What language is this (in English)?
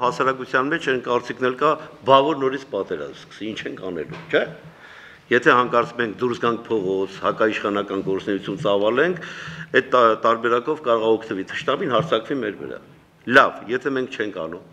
Armenian